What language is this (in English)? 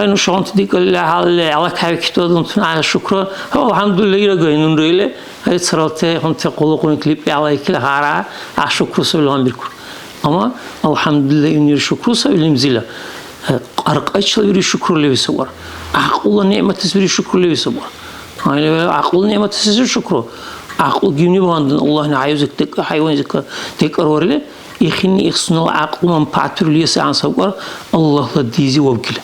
Dargwa